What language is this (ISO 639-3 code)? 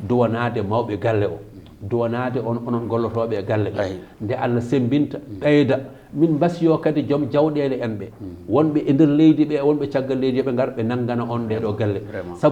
ful